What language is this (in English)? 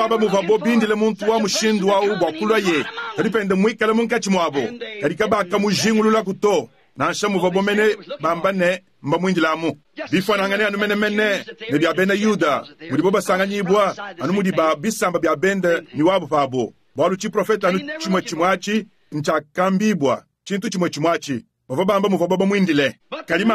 Luba-Lulua